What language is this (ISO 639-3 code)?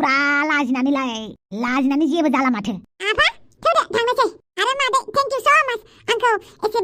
brx